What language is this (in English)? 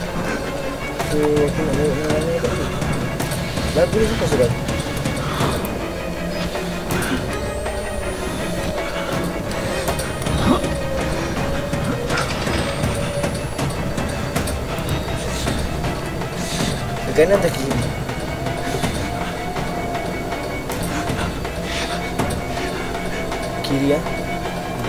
Malay